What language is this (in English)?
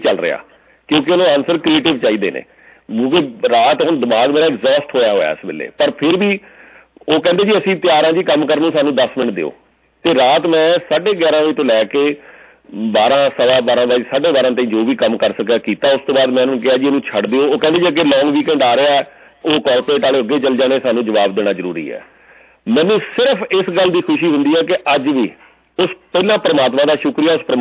Punjabi